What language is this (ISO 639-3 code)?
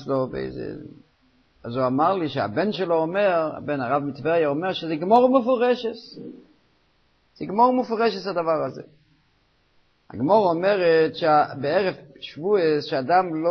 heb